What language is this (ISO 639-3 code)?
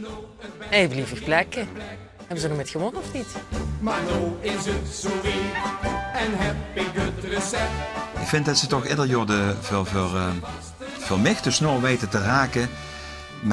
lim